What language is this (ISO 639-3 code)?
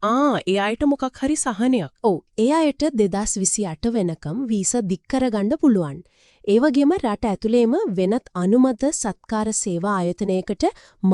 sin